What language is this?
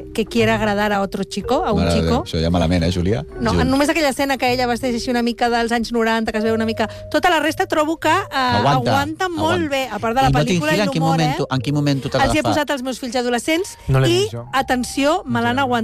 Catalan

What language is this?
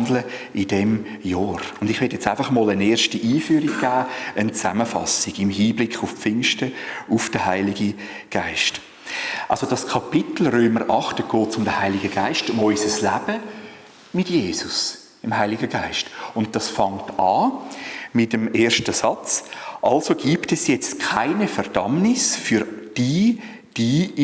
Swiss German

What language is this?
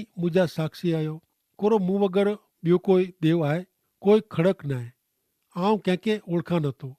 Kachhi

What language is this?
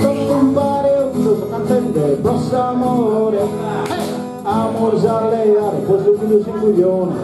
Sardinian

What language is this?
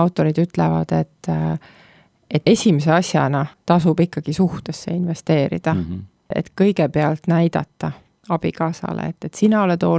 Estonian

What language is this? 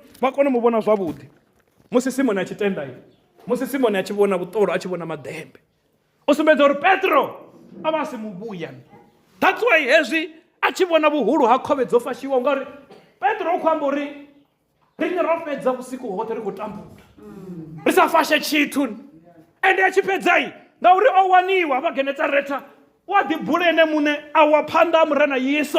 Venda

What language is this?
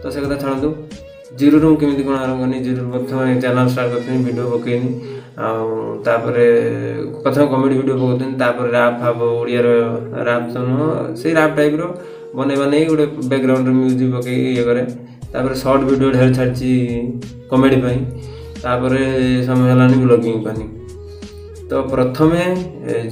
Odia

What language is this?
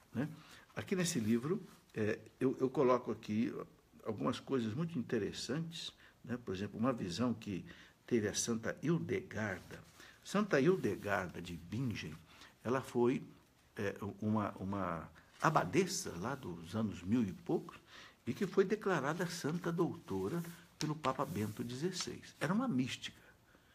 Portuguese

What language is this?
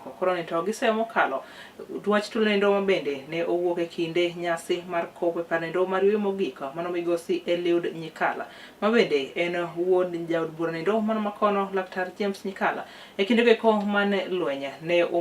Luo (Kenya and Tanzania)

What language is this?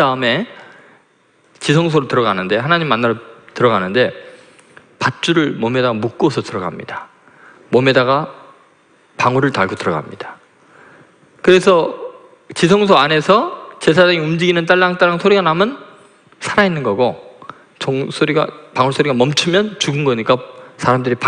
Korean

